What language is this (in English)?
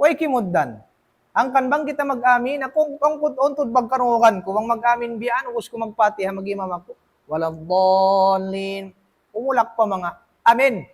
Tausug